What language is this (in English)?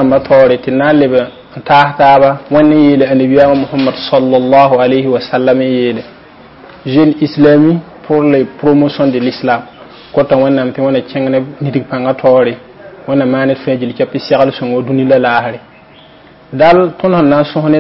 Mossi